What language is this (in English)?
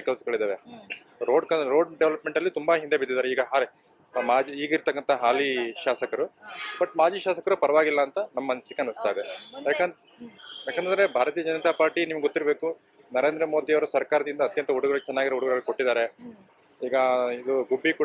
Kannada